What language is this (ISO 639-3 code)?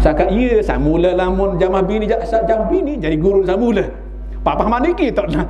sas